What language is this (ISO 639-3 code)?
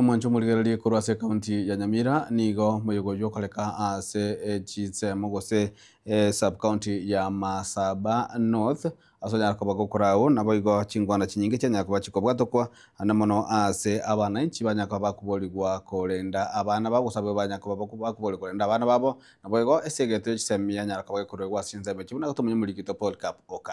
guz